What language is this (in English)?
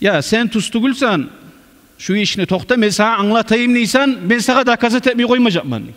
Kumyk